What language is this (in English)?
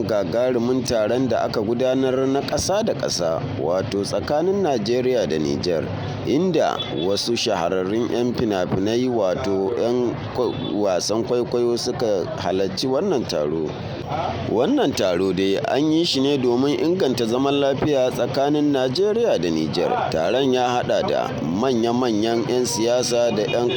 Hausa